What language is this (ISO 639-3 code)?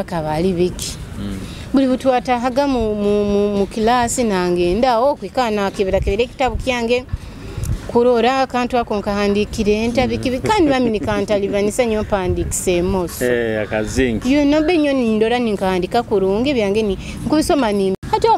nyo